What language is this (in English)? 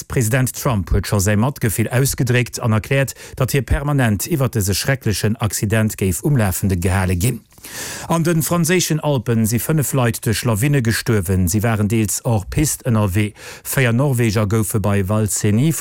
Luxembourgish